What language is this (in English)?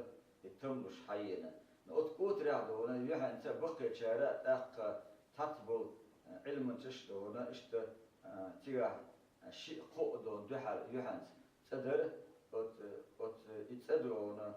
Chechen